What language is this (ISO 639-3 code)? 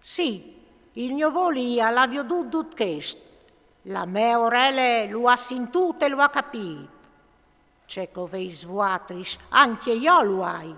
fur